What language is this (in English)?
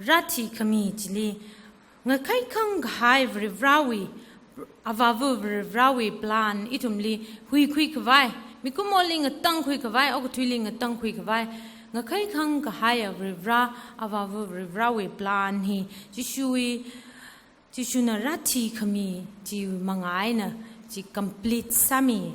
Tangkhul Naga (India)